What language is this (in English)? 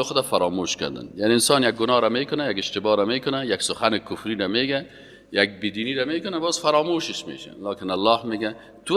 Persian